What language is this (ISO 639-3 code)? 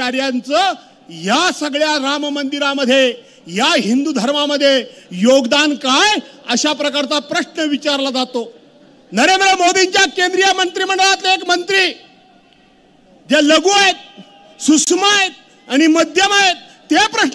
mar